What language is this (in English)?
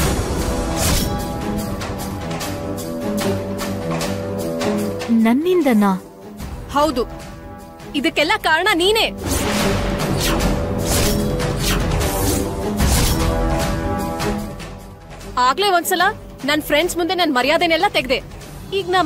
Kannada